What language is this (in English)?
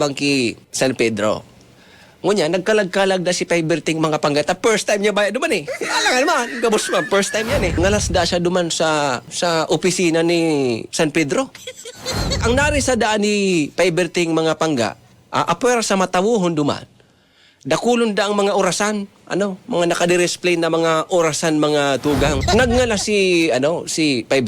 Bikol